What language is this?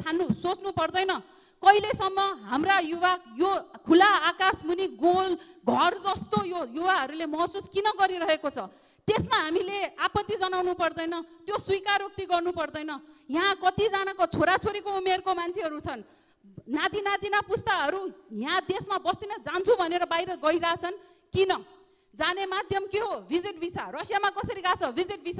Nepali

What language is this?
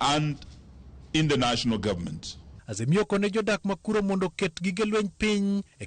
Luo (Kenya and Tanzania)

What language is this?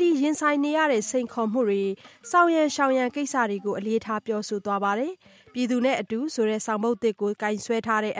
Burmese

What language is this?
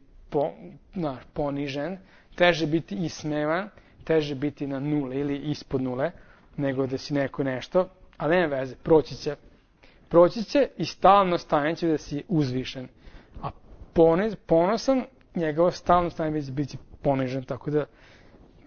Serbian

